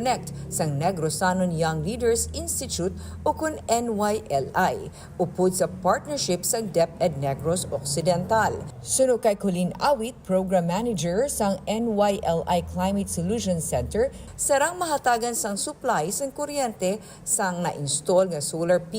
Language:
Hiligaynon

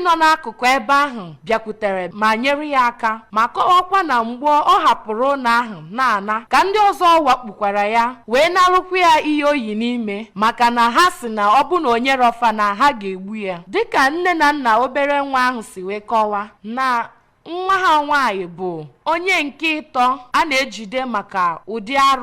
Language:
Igbo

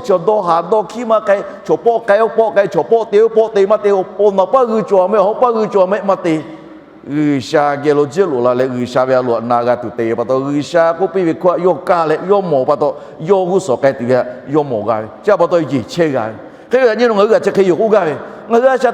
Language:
Lahu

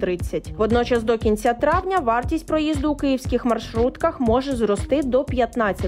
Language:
Ukrainian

